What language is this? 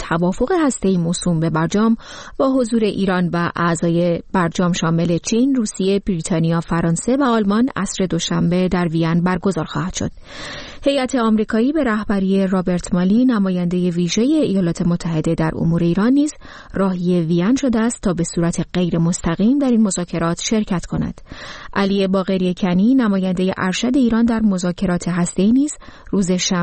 Persian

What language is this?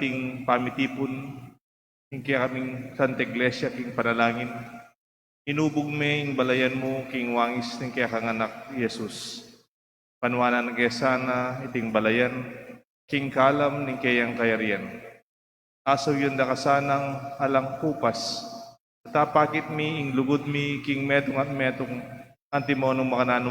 Pampanga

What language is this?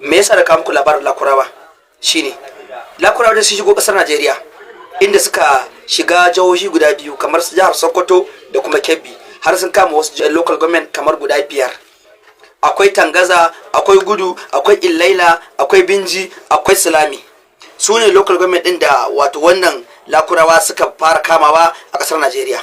Hausa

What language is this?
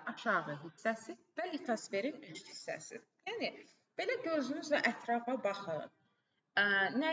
Azerbaijani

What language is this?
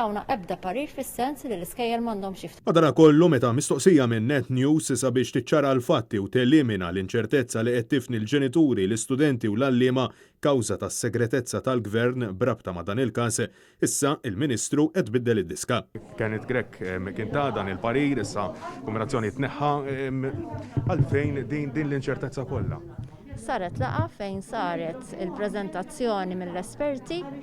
Maltese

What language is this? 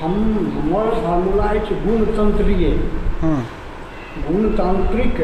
Maithili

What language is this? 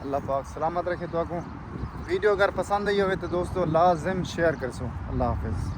Saraiki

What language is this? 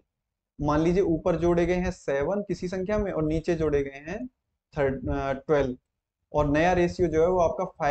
Hindi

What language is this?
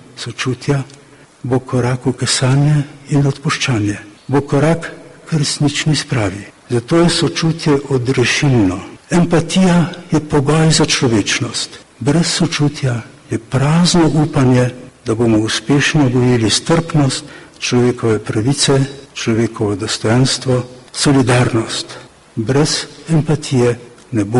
Slovenian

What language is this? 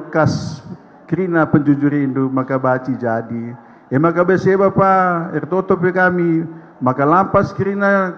Batak Karo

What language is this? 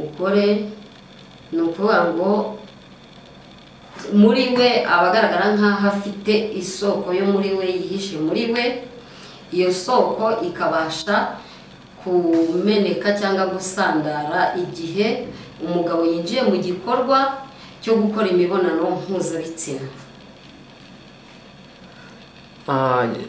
Kinyarwanda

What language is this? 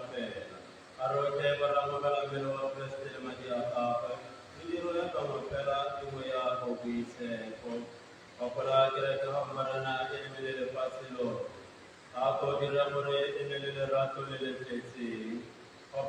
Tswana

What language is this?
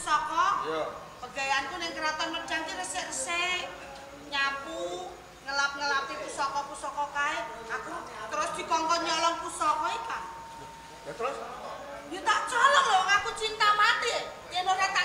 Javanese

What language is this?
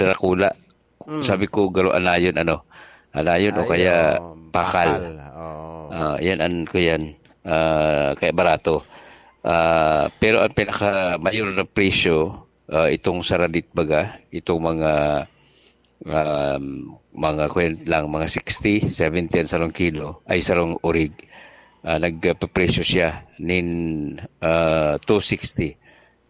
Bikol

